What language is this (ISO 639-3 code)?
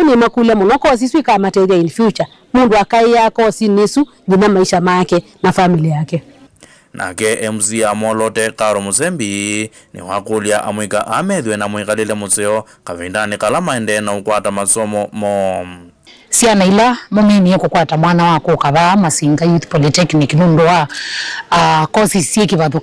kam